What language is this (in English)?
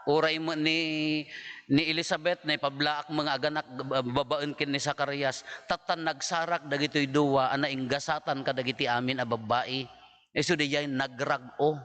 Iloko